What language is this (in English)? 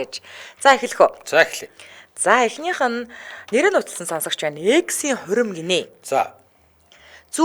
Mongolian